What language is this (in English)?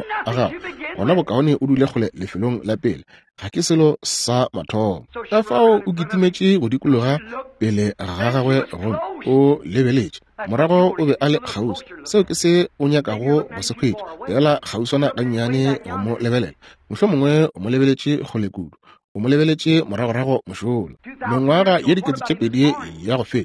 Northern Sotho